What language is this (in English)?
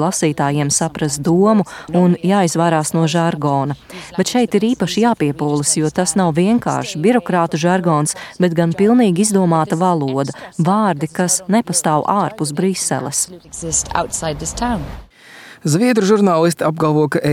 Latvian